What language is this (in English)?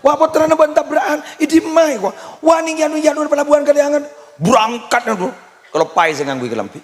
Madurese